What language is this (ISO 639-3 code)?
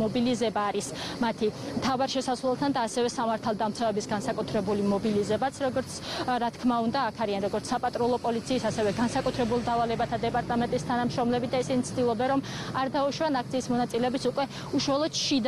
kat